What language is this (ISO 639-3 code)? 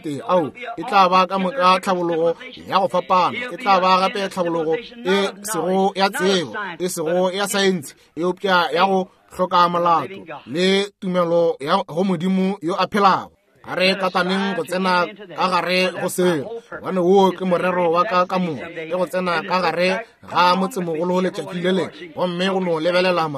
nso